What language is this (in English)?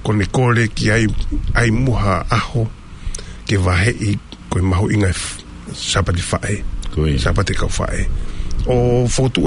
Tongan